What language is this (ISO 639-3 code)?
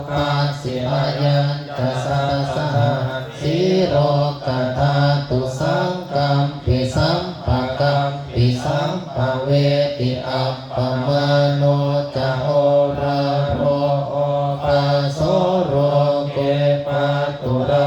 pli